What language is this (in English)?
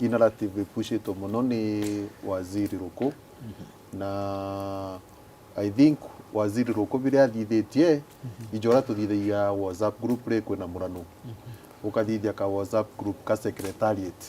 Meru